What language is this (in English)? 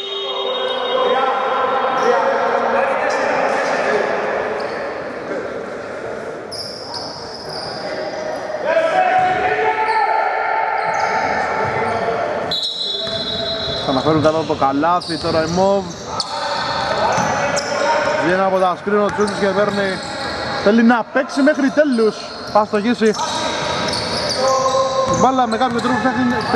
Greek